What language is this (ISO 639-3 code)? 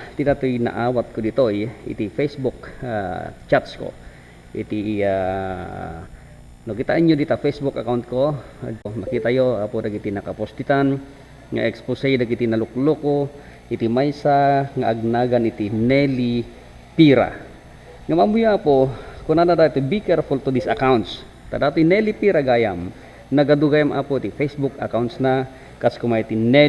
ilo